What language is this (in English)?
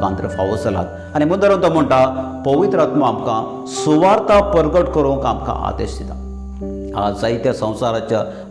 Konkani